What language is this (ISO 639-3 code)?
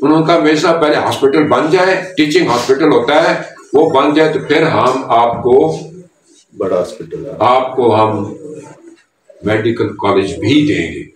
urd